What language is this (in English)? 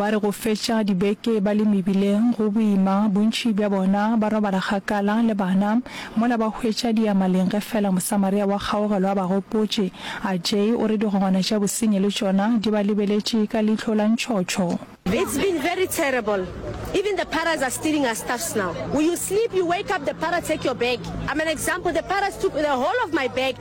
Northern Sotho